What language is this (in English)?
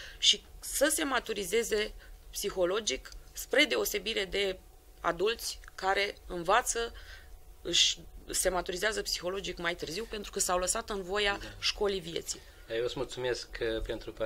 Romanian